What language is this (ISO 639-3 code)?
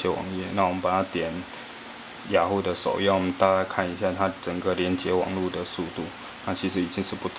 zho